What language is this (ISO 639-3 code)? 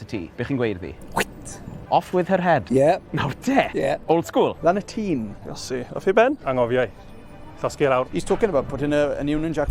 cym